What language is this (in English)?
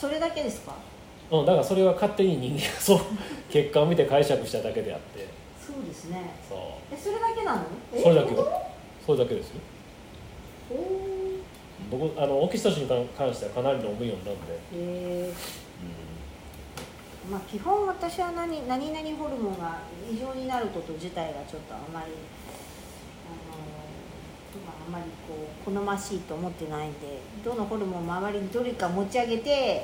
Japanese